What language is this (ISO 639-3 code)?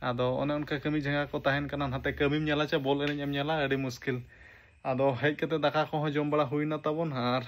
sat